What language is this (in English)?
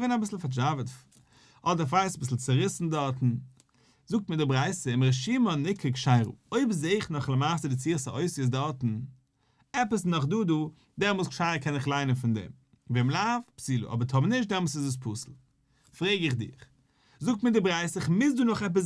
Yiddish